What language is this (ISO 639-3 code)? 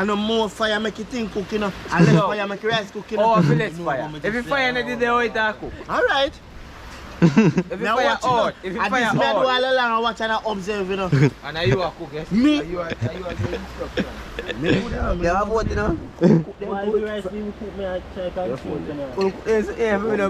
jam